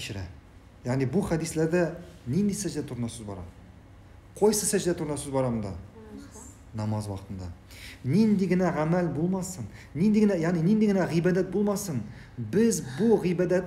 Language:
Tatar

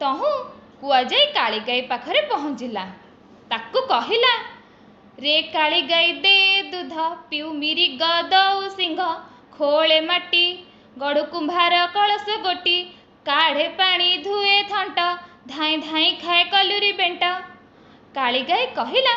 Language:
Odia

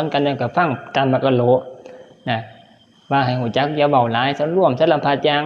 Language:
Northeastern Thai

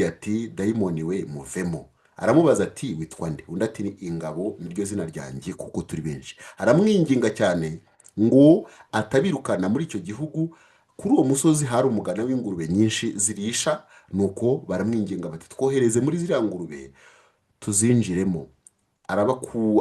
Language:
Kinyarwanda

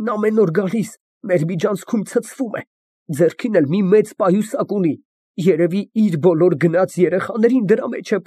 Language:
Armenian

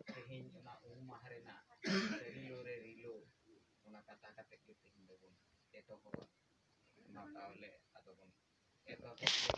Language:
Santali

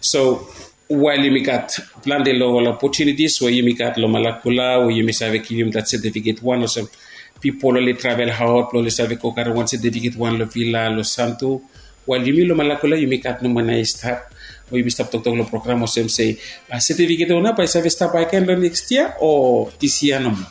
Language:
Bislama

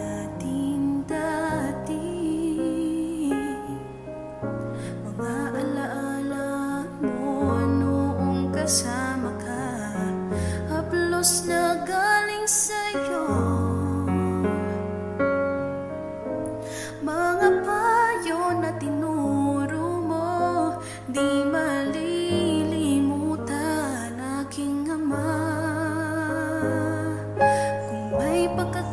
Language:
Filipino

